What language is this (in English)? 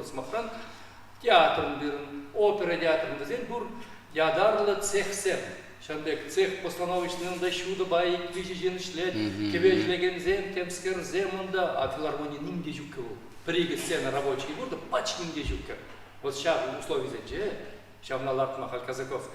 Chuvash